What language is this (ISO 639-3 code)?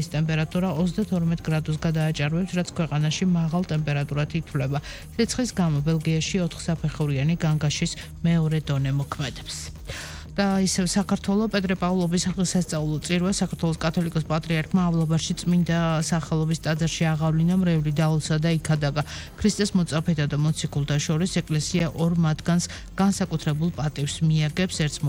kat